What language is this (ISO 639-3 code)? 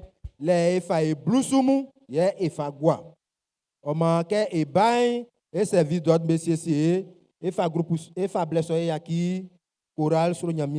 bci